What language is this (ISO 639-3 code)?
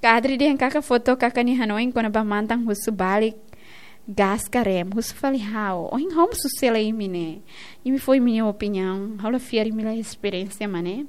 tet